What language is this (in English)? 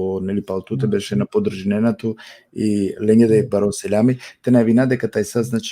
Balkan Romani